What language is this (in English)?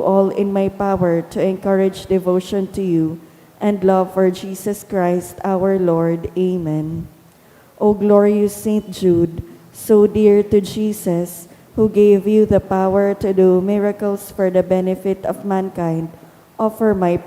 Bikol